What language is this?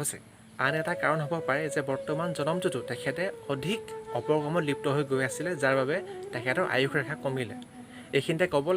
Assamese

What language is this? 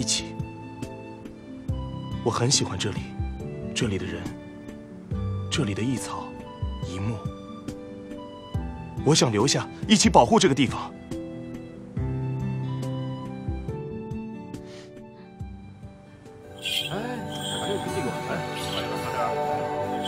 Chinese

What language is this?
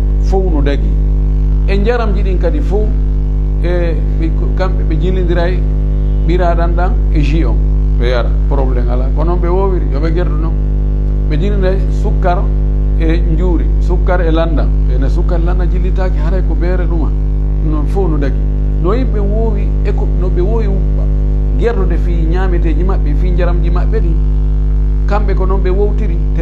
Pular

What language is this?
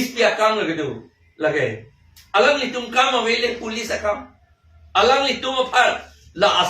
Karbi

